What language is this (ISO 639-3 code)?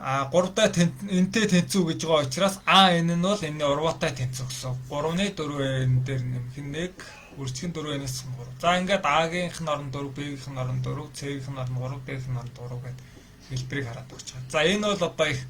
mon